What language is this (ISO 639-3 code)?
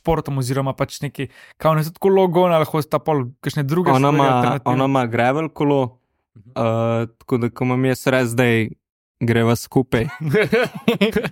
slv